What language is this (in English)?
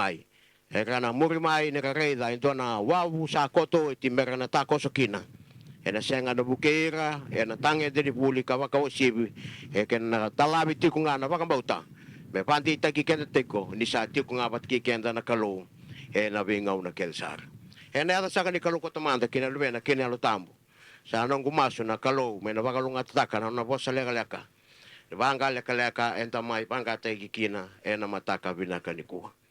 Fijian